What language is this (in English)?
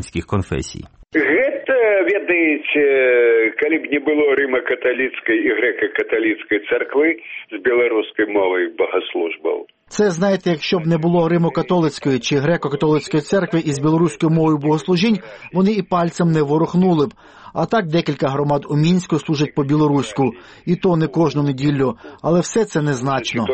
Ukrainian